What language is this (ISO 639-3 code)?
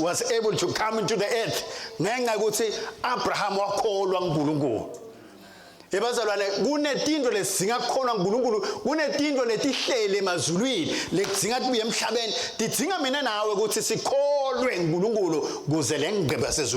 ssw